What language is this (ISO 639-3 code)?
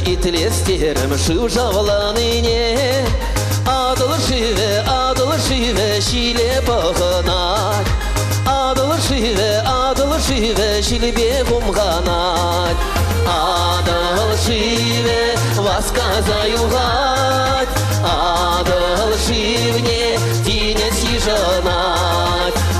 chv